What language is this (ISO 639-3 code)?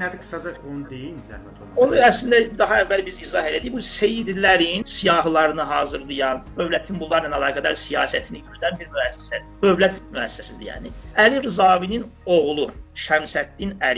aze